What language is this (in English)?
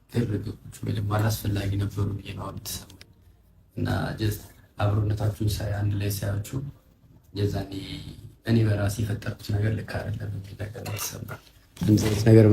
Amharic